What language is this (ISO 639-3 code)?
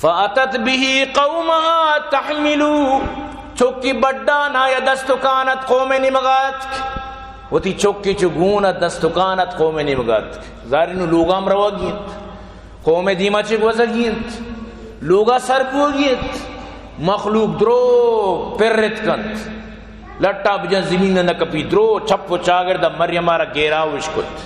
bal